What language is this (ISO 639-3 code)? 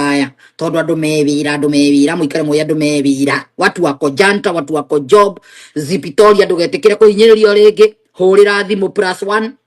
kik